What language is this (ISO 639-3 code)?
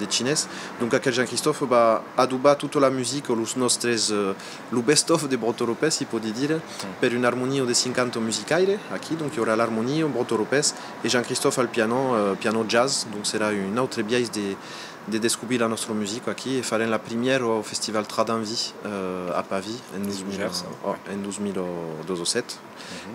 oci